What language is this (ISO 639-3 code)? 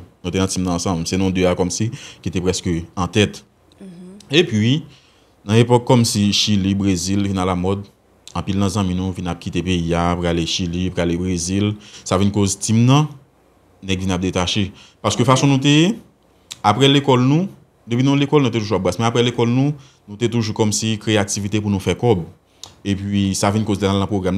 hat